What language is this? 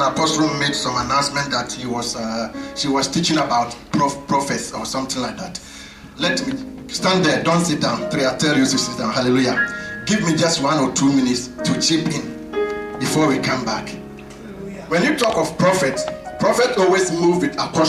English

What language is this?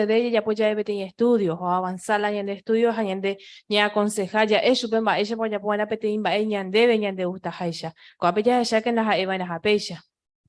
Guarani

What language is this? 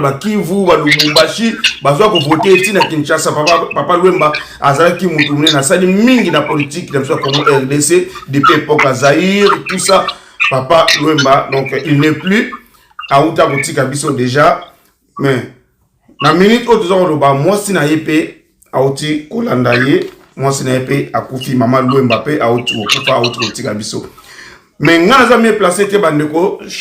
Lingala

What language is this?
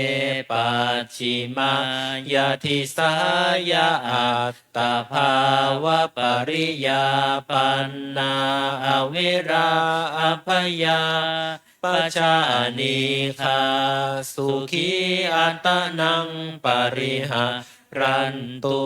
Pali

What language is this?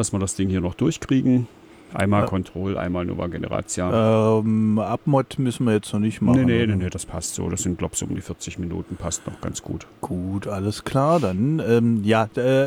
German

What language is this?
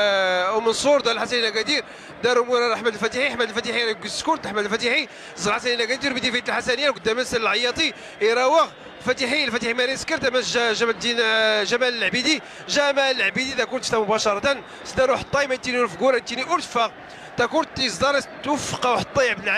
Moroccan Arabic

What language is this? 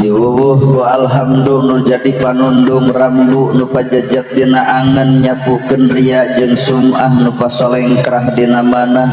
Sundanese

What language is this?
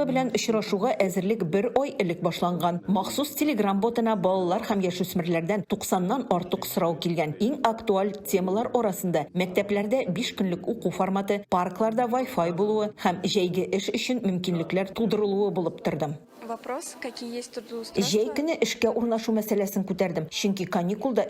Tatar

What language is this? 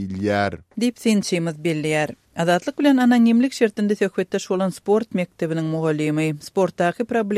Turkmen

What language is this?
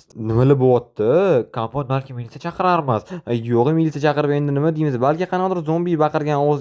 Uzbek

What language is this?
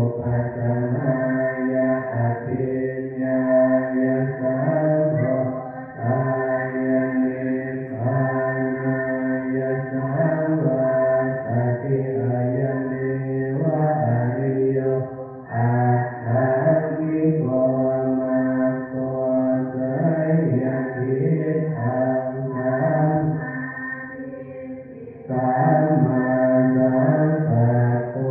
Pali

